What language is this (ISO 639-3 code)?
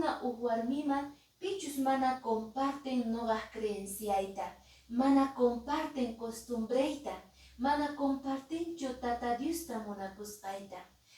que